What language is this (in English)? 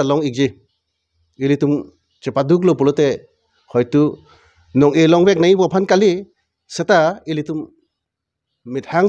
Karbi